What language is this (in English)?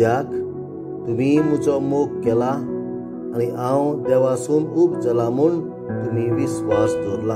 Konkani